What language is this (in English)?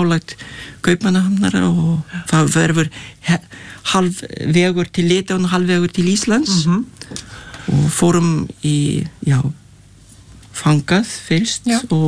Icelandic